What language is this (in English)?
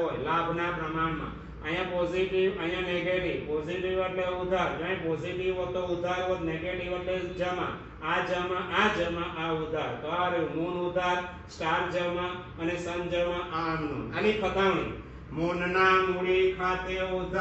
Gujarati